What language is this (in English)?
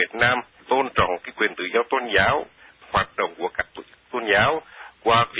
Vietnamese